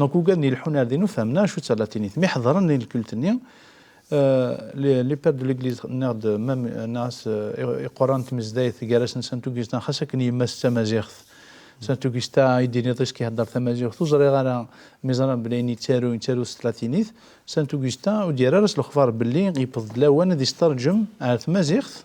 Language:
Kabyle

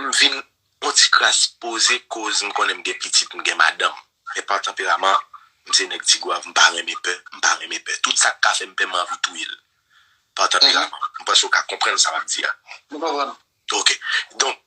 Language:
Haitian Creole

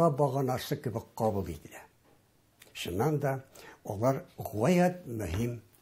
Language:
Tatar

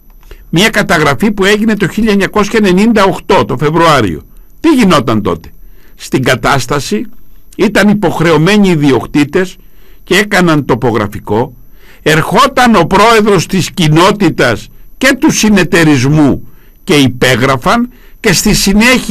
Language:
Greek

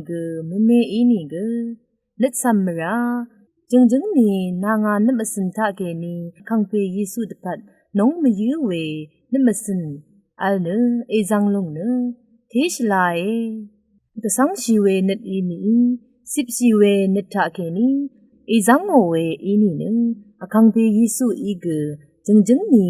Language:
Rawang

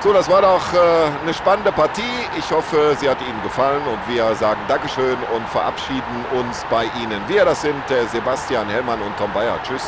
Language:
Bavarian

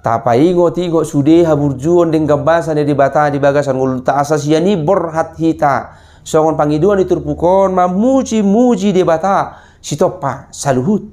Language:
Batak Toba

